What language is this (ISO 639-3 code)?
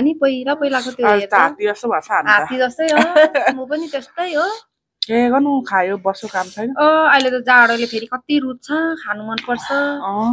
nep